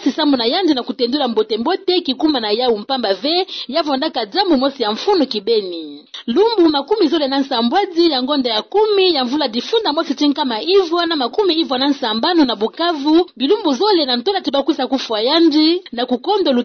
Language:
Kituba (Democratic Republic of Congo)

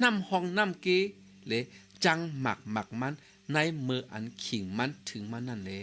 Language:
Shan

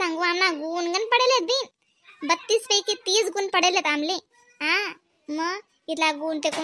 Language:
Khandesi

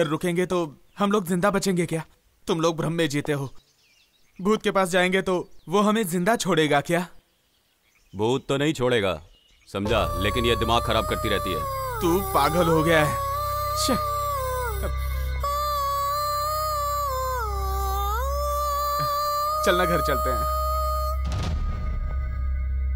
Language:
Hindi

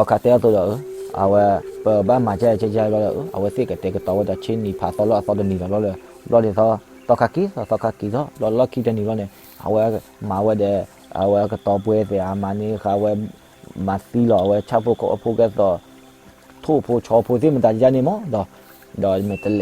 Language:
S'gaw Karen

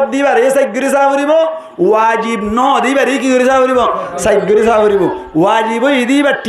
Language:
Rohingya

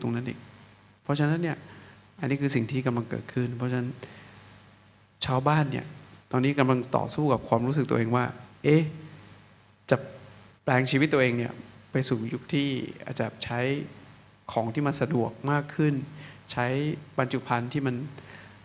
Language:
Thai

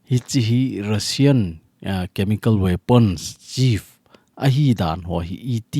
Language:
Thado Chin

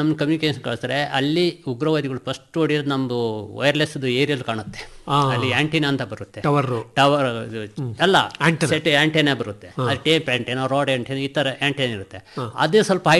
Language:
Kannada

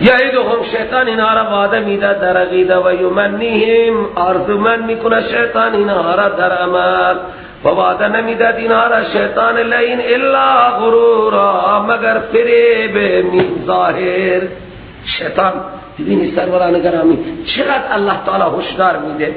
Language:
Persian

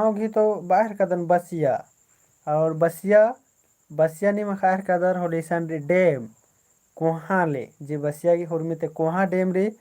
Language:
Kurukh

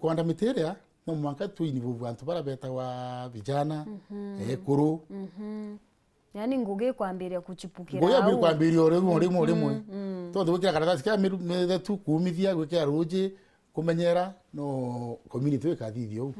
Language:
Meru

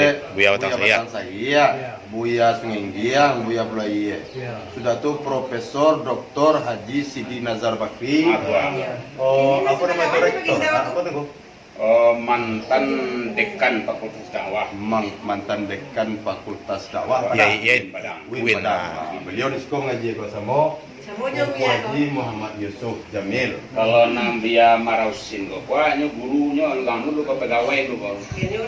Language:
Minangkabau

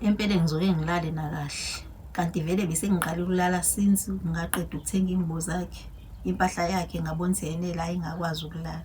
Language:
Zulu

